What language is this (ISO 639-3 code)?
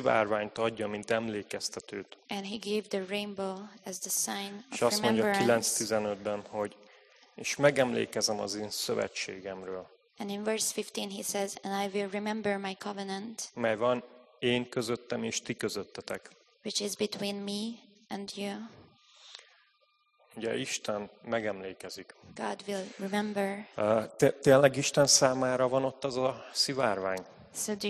hun